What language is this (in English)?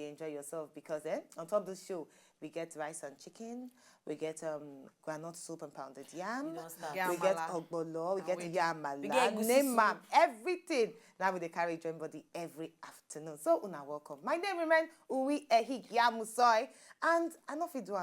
Nigerian Pidgin